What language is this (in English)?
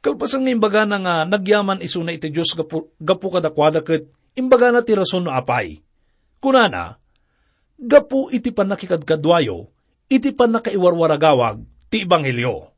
Iloko